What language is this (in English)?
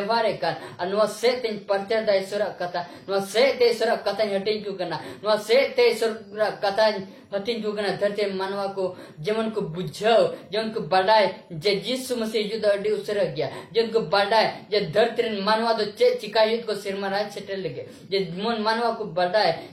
Santali